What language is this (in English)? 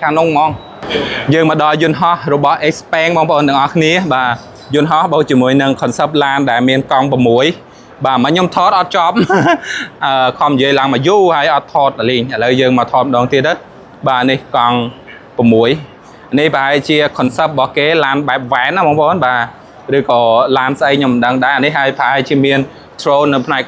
Khmer